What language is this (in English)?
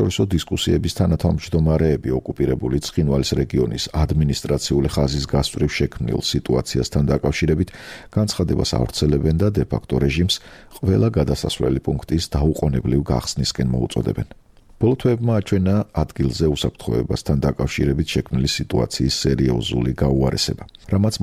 Georgian